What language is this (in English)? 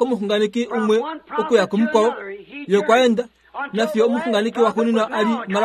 Kuanyama